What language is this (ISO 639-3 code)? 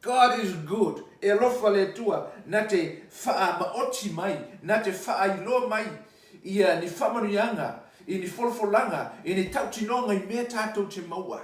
smo